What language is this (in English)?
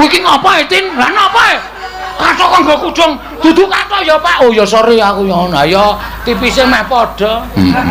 Javanese